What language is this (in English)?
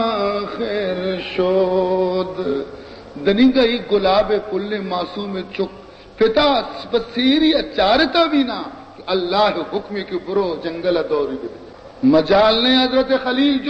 Baluchi